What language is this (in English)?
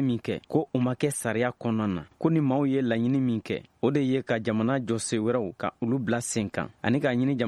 Bambara